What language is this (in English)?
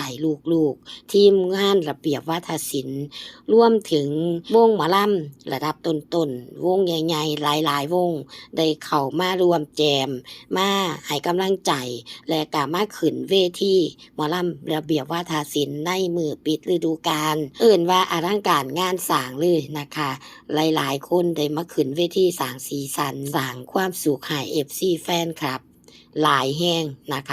Northeastern Thai